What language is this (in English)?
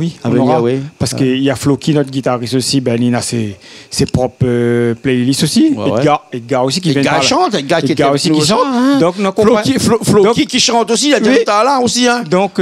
Réunion Creole French